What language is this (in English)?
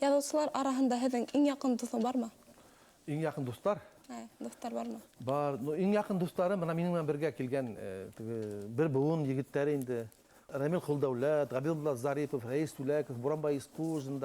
Bashkir